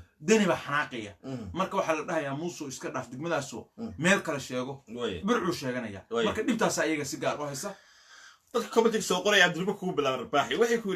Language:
Somali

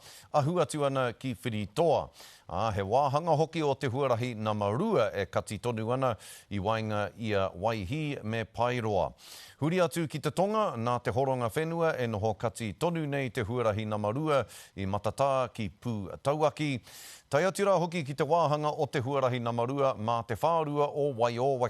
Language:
Māori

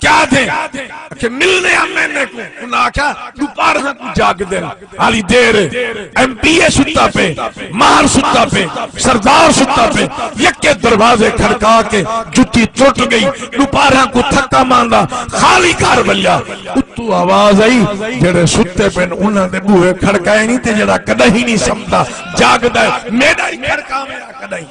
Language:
Saraiki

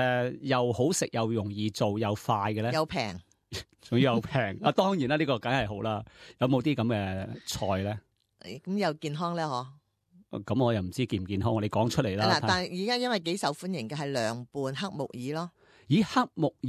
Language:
Cantonese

